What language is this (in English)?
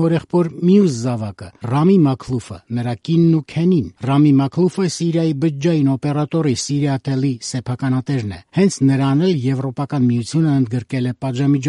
Armenian